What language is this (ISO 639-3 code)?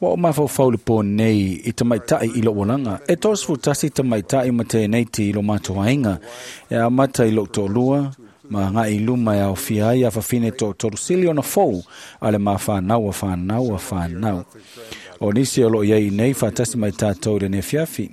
smo